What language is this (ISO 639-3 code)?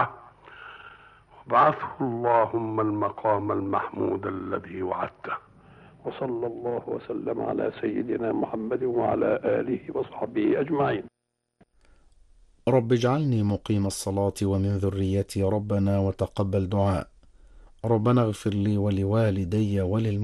ara